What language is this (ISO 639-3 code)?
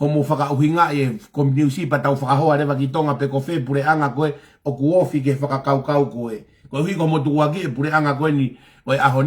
ton